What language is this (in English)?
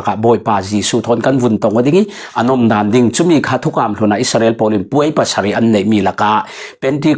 Falam Chin